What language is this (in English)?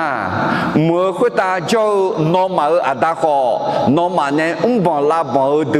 Akha